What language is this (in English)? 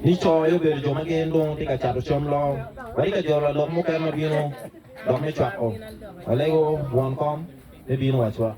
Acoli